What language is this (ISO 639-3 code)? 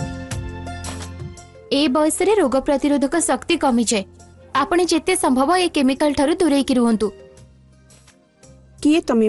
ori